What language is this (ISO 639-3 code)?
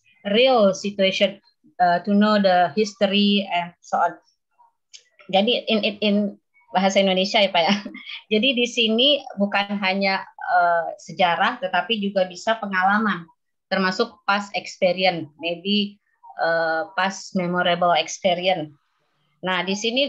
ind